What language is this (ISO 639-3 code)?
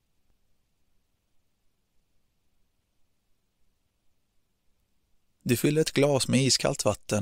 swe